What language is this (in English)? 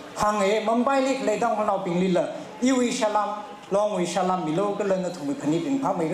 Tangkhul Naga (India)